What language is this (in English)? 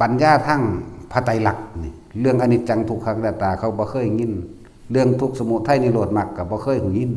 Northeastern Thai